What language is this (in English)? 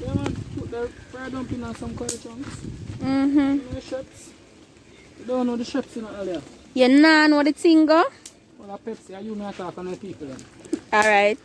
Jamaican Creole English